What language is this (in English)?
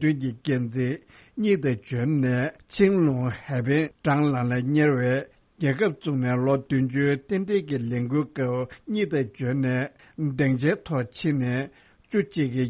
Tibetan